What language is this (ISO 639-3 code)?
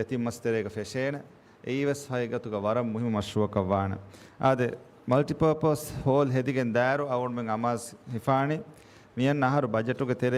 div